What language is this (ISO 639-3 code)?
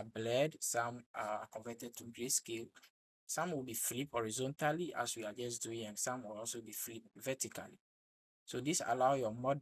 eng